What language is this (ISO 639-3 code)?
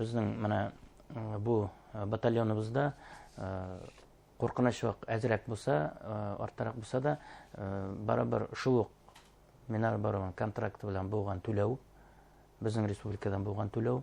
bak